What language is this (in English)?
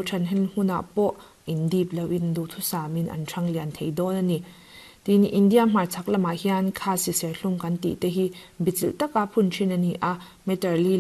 Mizo